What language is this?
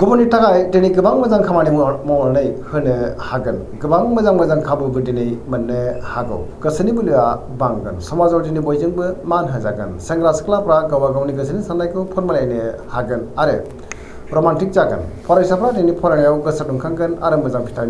Bodo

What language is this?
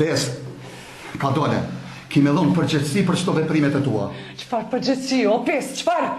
Albanian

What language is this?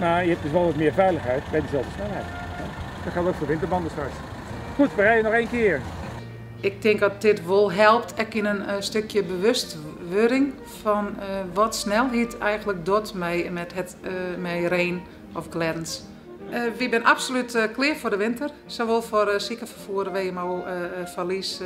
Western Frisian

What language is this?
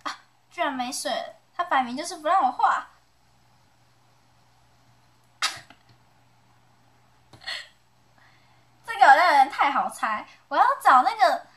Chinese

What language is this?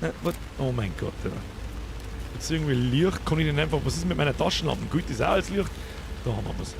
Bavarian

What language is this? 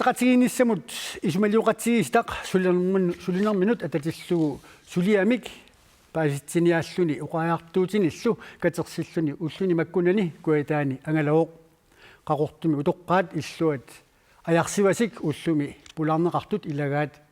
Kalaallisut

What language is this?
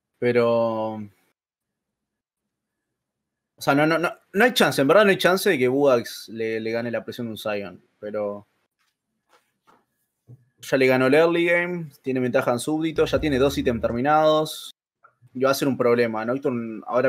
Spanish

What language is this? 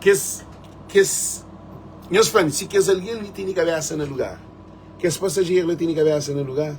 Kabuverdianu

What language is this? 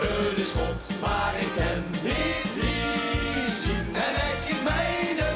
Limburgish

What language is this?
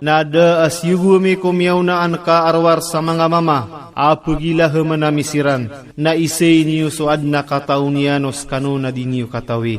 Maranao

